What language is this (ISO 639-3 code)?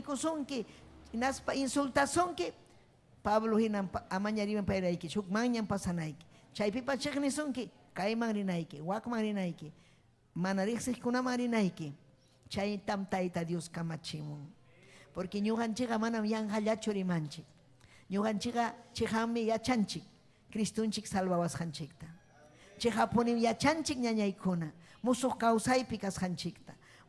quy